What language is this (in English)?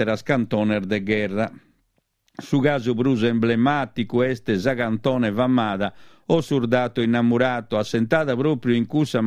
Sardinian